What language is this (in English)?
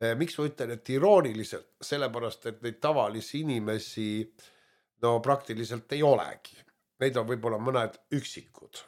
Estonian